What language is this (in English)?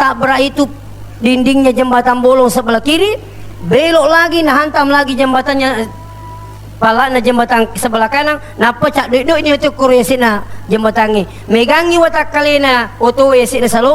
Buginese